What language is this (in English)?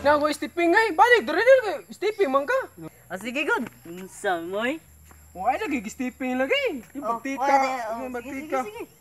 Cebuano